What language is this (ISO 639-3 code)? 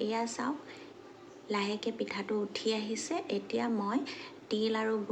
asm